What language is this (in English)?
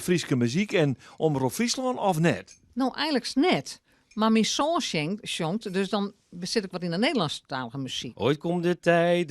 Western Frisian